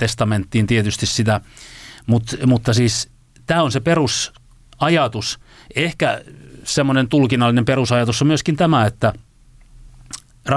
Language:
Finnish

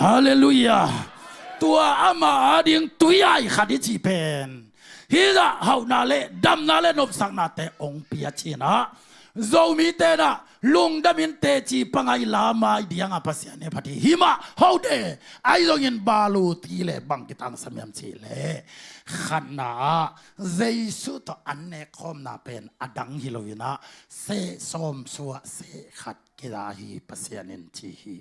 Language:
Tedim Chin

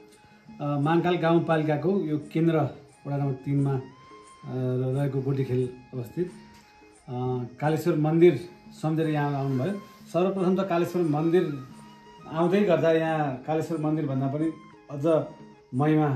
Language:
Nepali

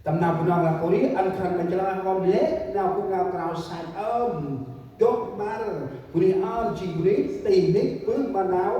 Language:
Central Mnong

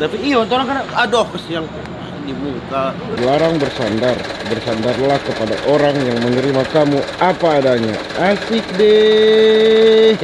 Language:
Manado Malay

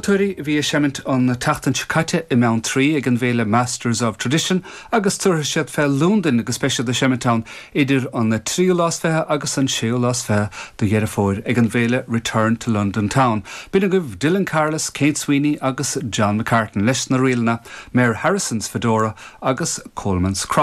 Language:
Irish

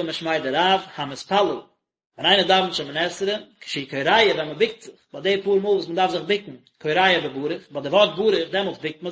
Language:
Yiddish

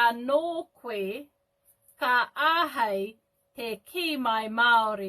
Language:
Māori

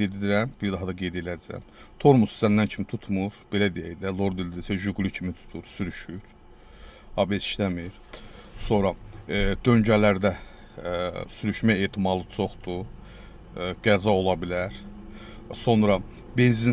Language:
Azerbaijani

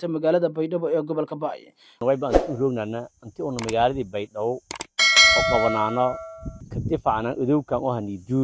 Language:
Somali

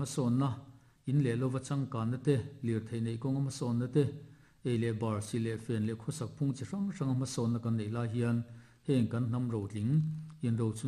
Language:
Mizo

